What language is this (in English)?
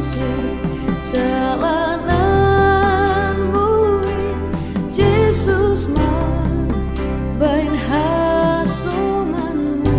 Batak Simalungun